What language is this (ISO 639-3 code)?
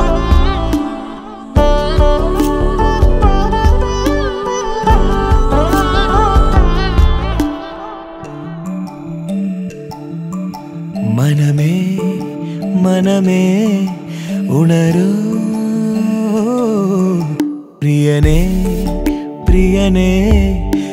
mal